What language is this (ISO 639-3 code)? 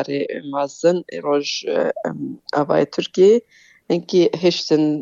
kur